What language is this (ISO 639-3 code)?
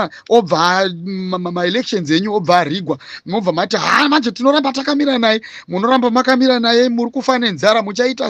sna